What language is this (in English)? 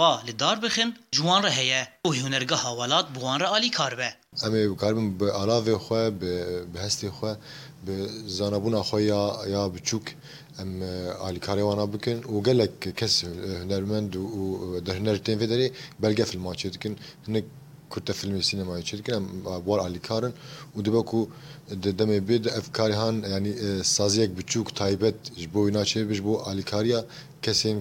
Kurdish